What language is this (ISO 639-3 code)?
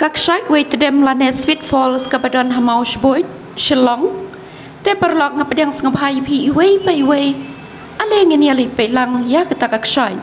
kha